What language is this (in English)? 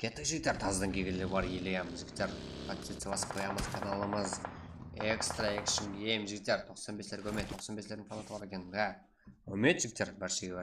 Kara-Kalpak